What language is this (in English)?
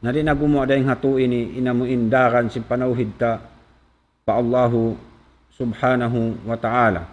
Tausug